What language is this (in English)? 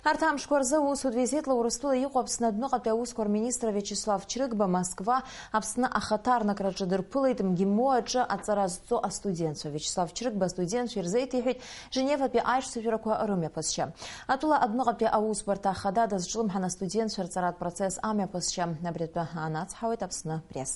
Abkhazian